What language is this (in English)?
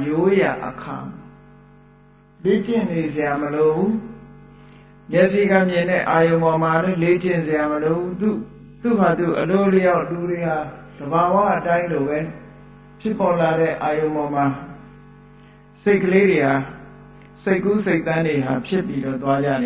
Burmese